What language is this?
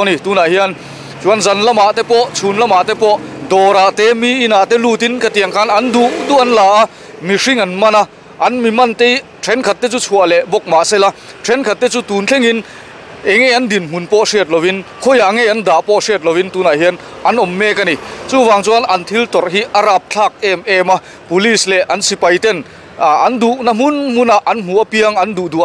Mizo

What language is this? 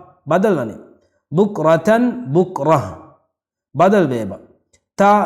Divehi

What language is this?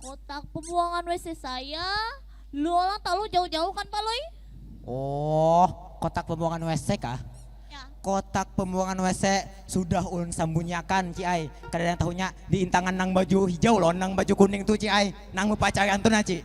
Banjar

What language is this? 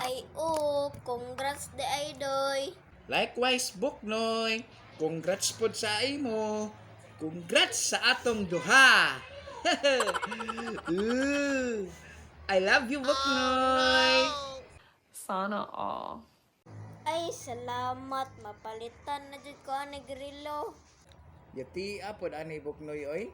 Cebuano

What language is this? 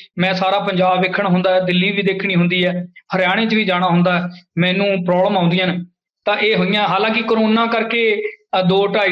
Punjabi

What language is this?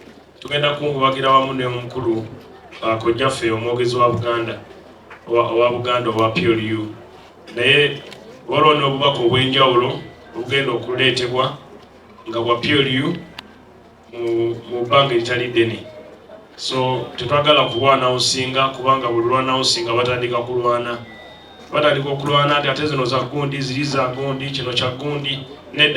Ganda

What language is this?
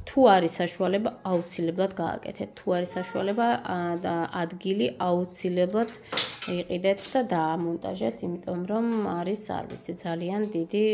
Georgian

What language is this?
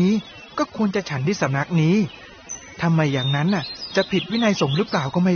Thai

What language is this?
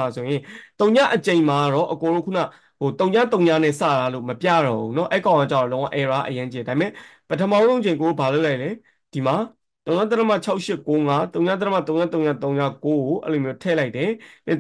Burmese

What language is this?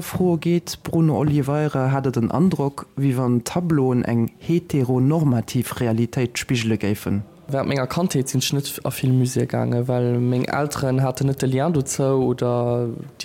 Luxembourgish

